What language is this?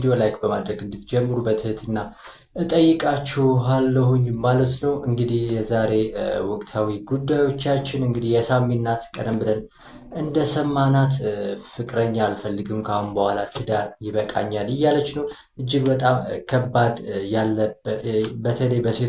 Amharic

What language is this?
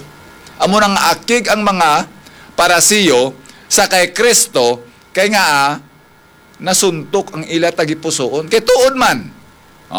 Hiligaynon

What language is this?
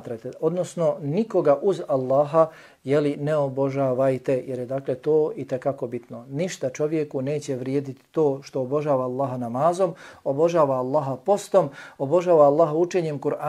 Bosnian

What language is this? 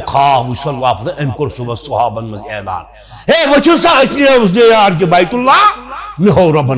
Kashmiri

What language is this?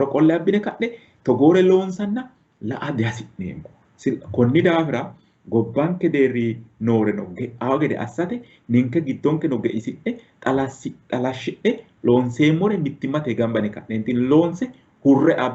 Sidamo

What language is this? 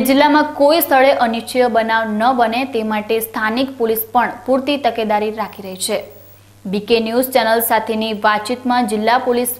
Gujarati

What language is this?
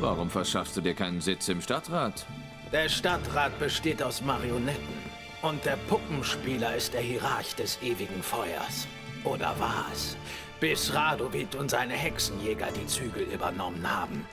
Swiss German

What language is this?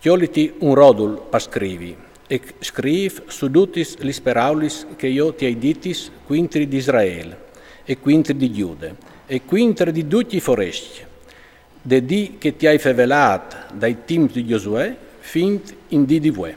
Friulian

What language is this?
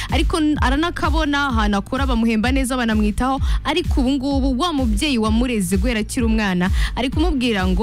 Kinyarwanda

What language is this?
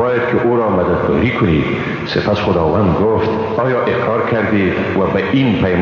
Persian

